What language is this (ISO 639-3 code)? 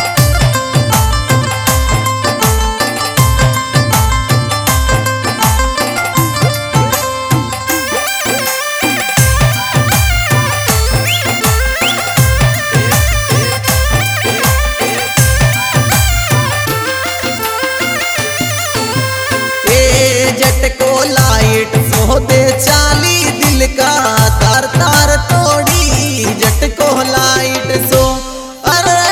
bho